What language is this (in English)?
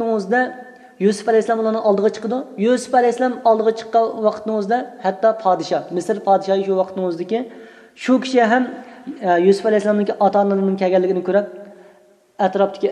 Uyghur